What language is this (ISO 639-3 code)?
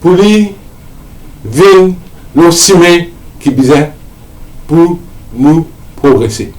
mfe